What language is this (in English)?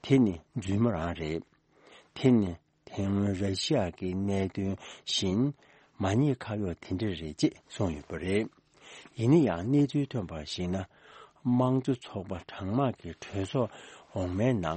Tibetan